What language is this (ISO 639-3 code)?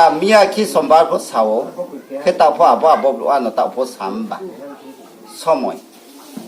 ria